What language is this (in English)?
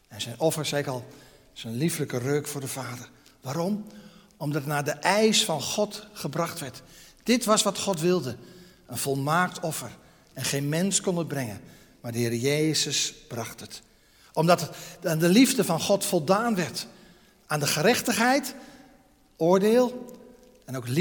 Dutch